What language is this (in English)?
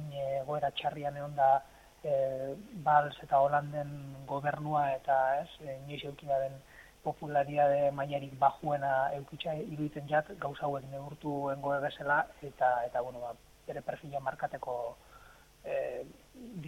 Basque